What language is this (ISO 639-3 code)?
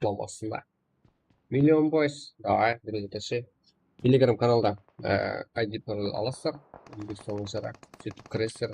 kaa